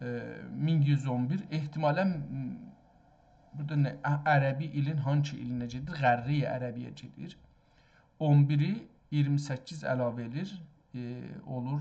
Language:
South Azerbaijani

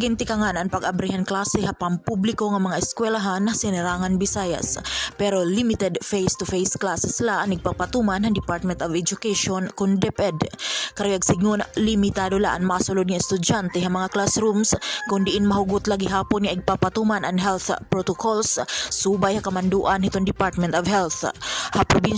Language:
Waray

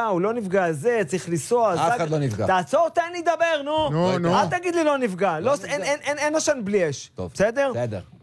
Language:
Hebrew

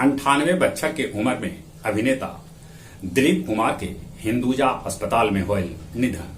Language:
Magahi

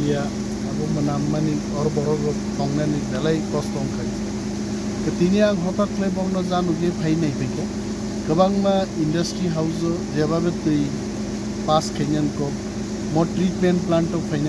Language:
Kok Borok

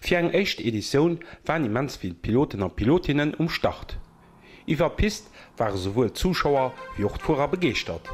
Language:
Luxembourgish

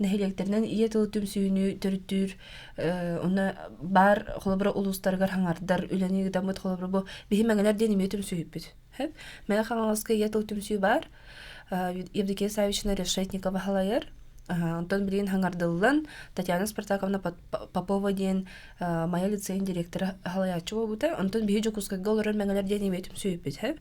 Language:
Yakut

